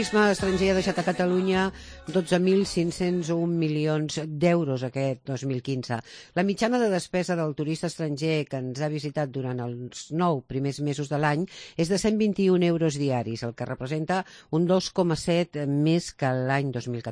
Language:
Catalan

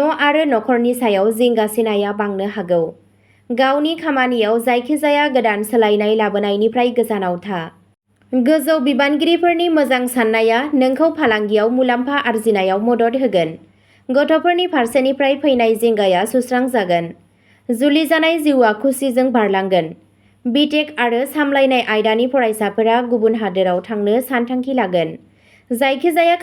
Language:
Bodo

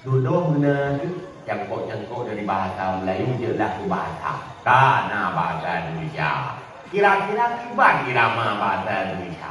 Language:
Achinese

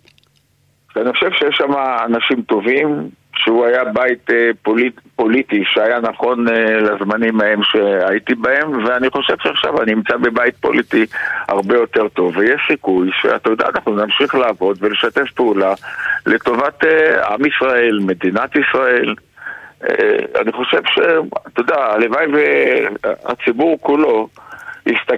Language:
Hebrew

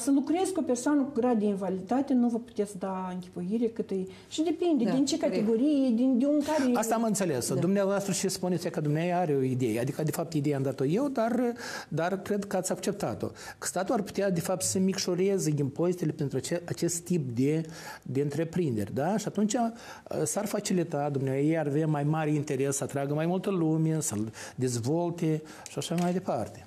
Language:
Romanian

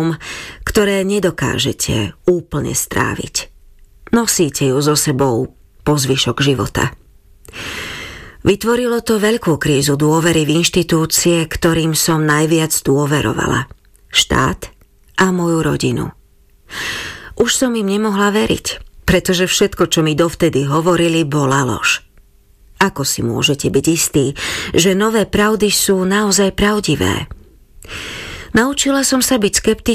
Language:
Slovak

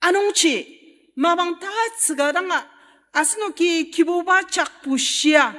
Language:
Ao Naga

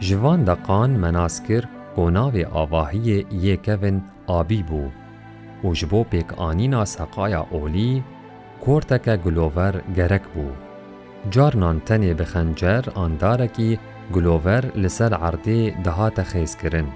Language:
Kurdish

